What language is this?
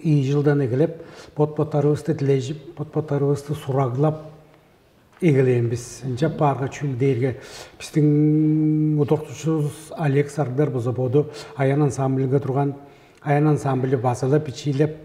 Tuvinian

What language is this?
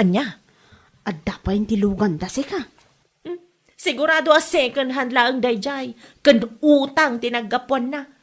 Iloko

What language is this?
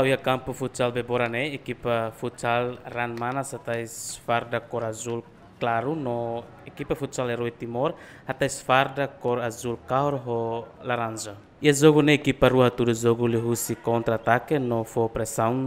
Tetum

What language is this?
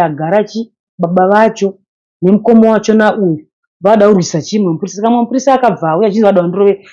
Shona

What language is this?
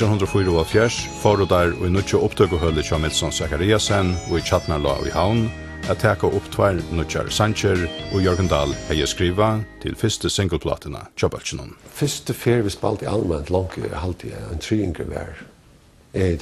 Faroese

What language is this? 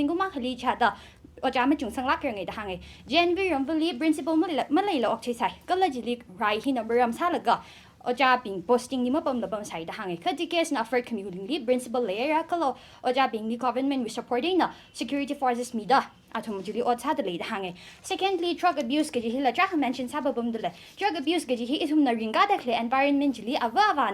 Tangkhul Naga (India)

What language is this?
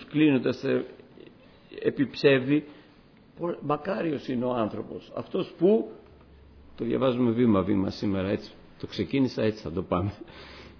Greek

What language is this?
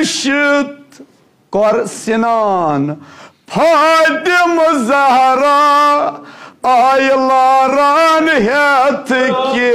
Kashmiri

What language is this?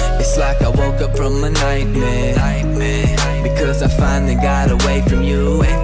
English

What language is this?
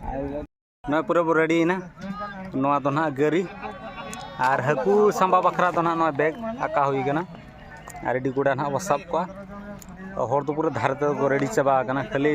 Santali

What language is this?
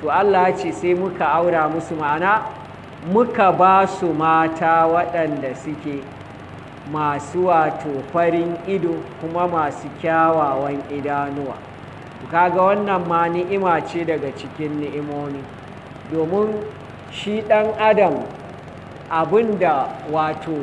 Hausa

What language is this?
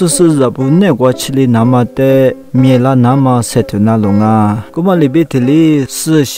Lisu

